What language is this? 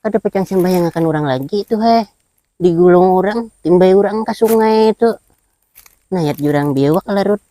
Banjar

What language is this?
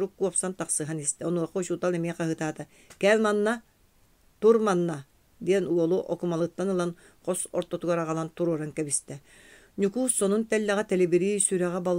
Yakut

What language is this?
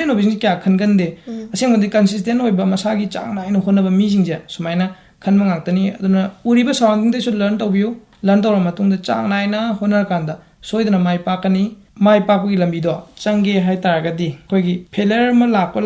Manipuri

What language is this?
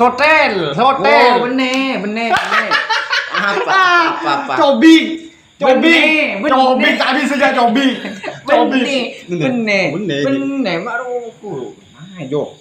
Madurese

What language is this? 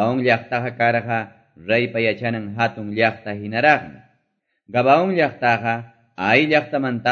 Quechua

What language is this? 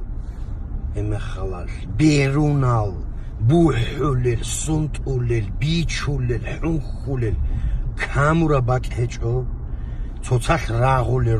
Avaric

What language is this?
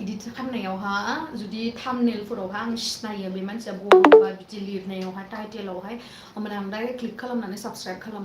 Bodo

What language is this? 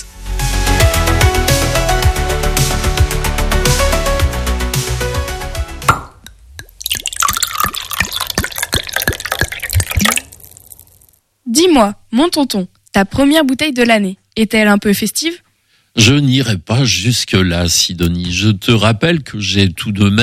French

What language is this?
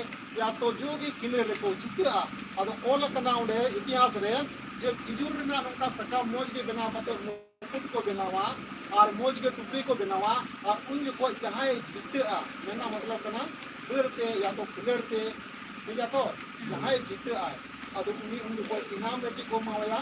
Santali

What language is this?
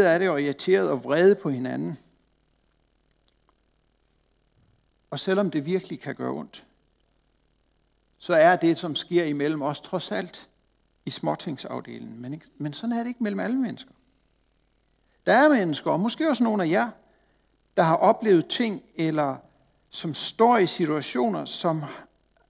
Danish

